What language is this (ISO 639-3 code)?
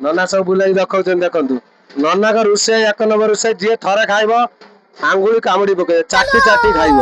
ori